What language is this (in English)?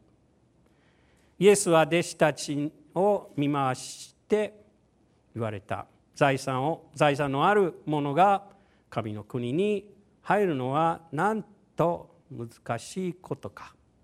Japanese